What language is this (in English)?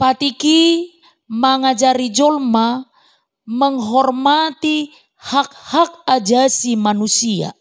Batak Toba